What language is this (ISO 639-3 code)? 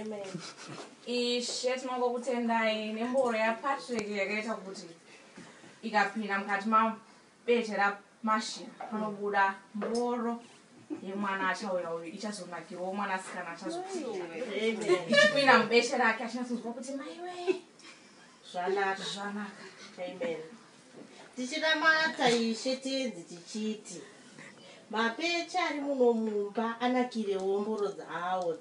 sna